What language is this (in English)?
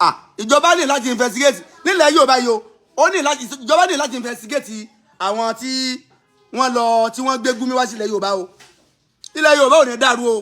Yoruba